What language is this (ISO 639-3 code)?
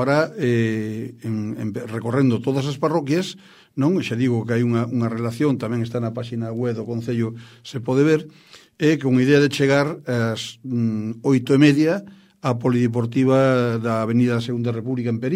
glg